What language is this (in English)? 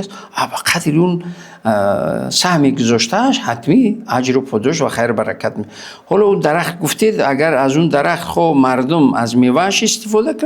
Tajik